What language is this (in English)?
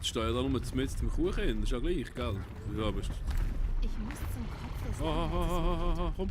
Swiss German